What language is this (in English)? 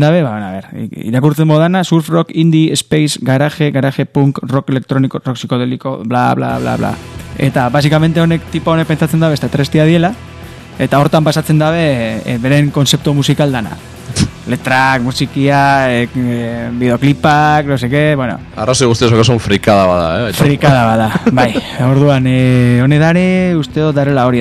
Basque